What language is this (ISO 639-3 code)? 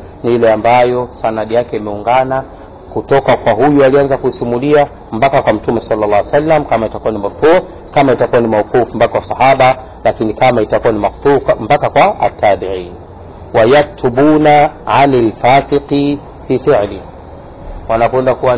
swa